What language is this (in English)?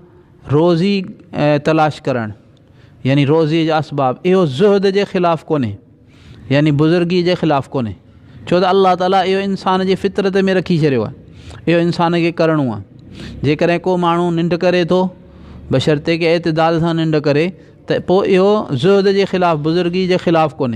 Sindhi